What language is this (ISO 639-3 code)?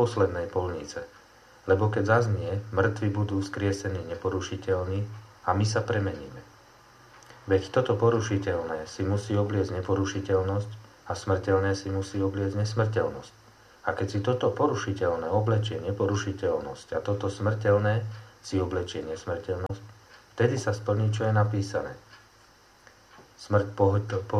slk